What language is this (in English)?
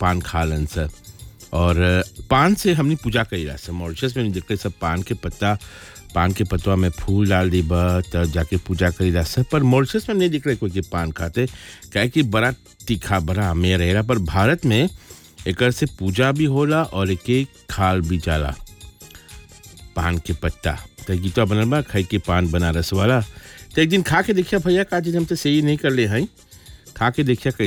Bhojpuri